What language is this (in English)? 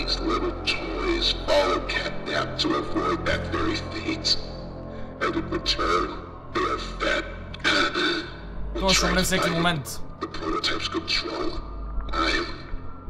Bulgarian